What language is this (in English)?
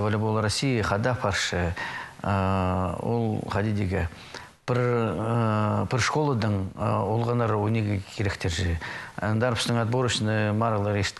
Khakas